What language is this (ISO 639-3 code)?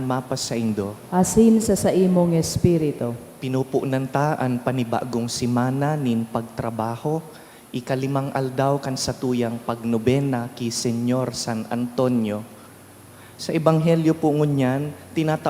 bik